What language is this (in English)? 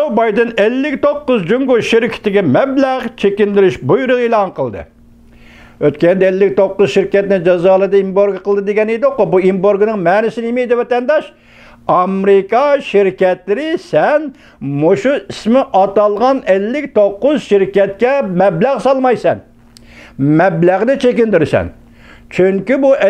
Uyghur